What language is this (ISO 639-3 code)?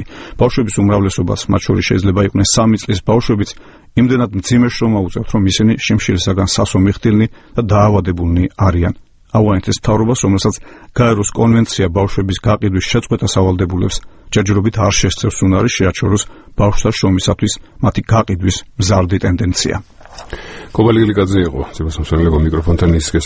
kat